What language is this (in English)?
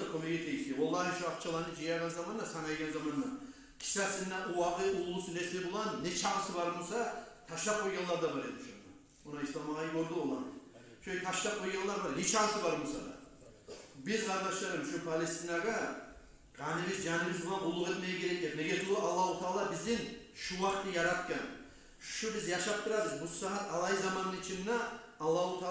Kumyk